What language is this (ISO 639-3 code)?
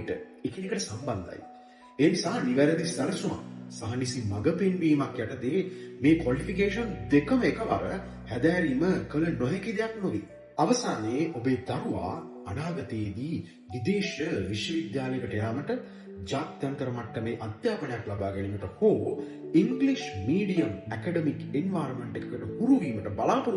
sin